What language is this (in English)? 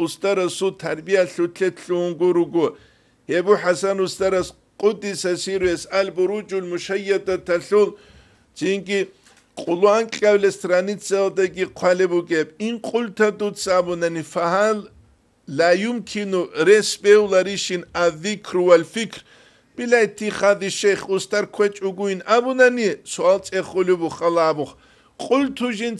Avaric